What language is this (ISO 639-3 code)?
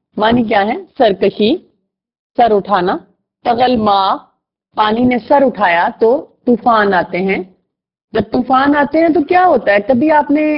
urd